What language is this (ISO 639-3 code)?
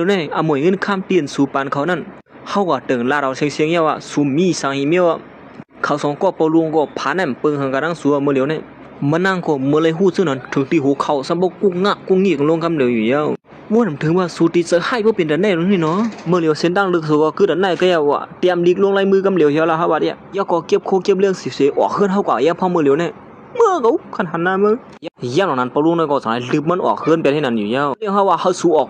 shn